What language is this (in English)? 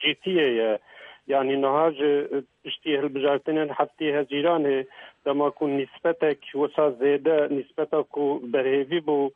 Kurdish